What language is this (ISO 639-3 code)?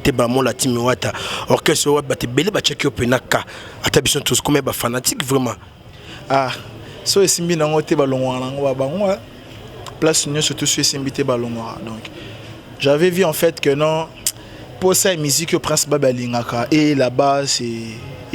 lin